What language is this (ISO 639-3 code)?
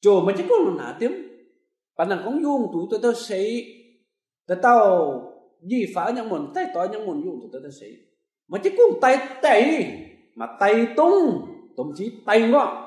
mji